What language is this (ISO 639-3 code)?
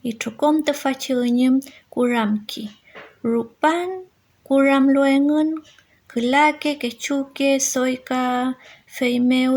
arn